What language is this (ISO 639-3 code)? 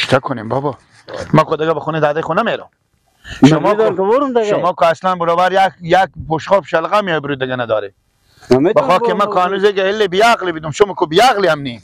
fas